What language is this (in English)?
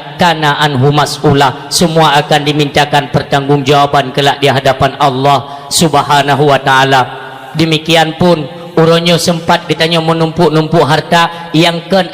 Achinese